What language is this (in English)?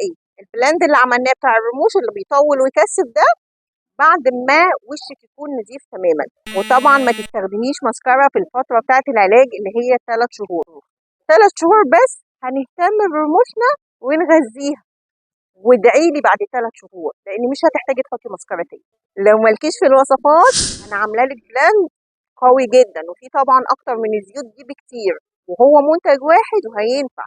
Egyptian Arabic